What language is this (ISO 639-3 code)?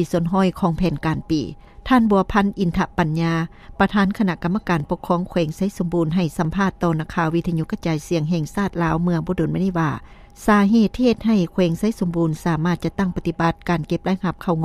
lao